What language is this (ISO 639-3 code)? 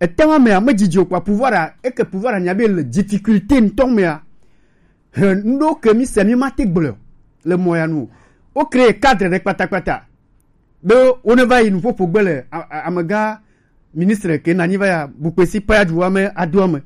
gej